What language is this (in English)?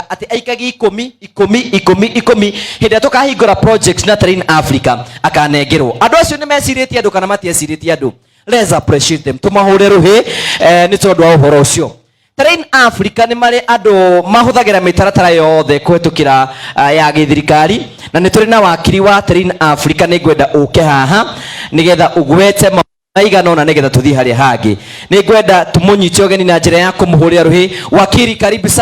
Kikuyu